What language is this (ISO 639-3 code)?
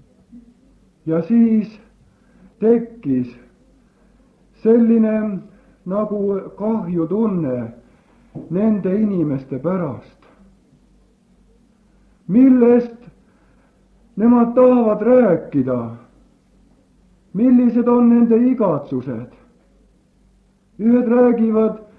est